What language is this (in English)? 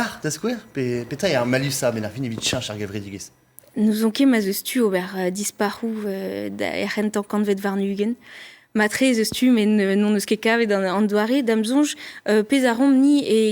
Breton